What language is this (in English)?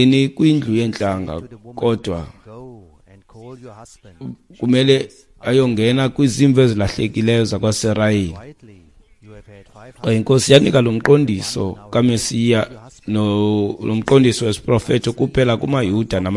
Xhosa